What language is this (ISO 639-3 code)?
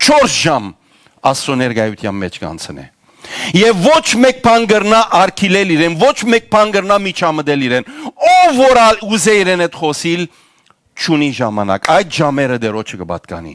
hyw